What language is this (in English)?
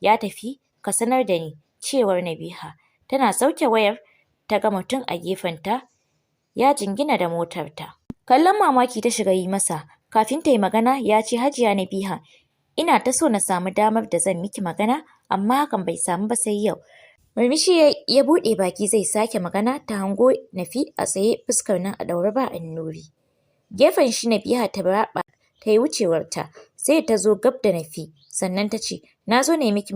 Hausa